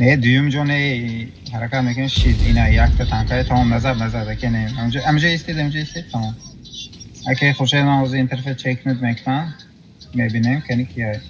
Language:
Tajik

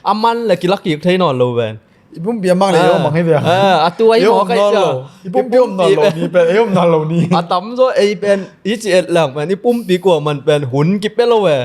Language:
Tedim Chin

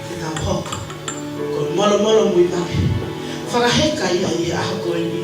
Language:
Tongan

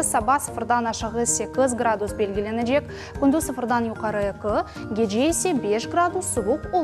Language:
Crimean Tatar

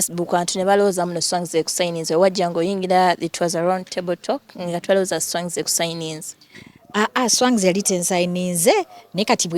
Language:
Ganda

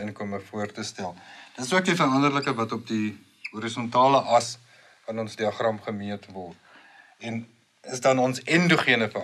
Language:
Afrikaans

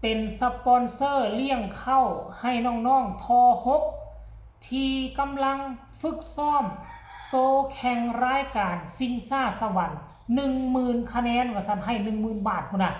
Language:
Northeastern Thai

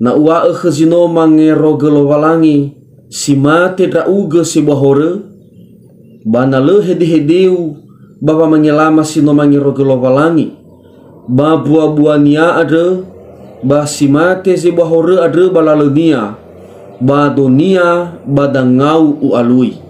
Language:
Nias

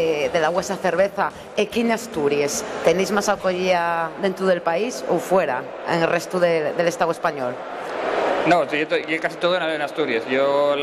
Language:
Asturian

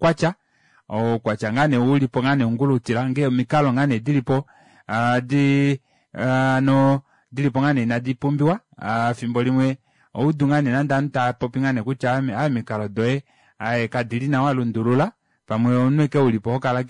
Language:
Kuanyama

